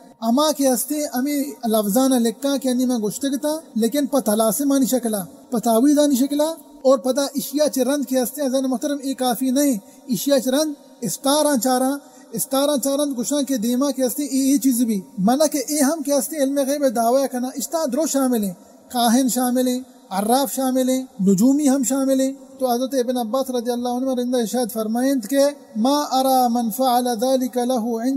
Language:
Baluchi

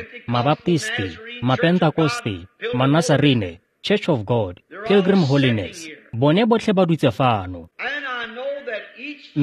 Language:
Tswana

